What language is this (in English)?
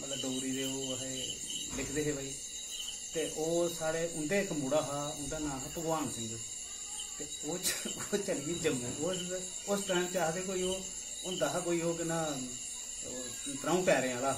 Dogri